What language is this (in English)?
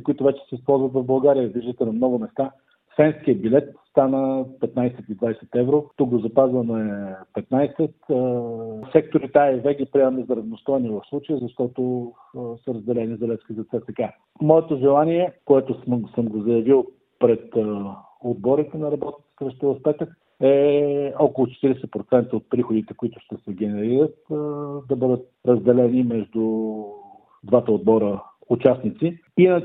Bulgarian